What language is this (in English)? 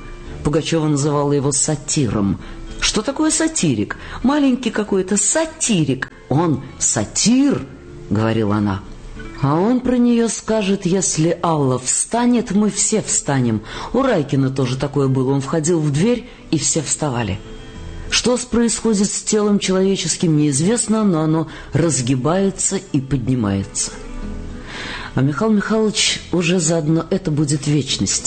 Russian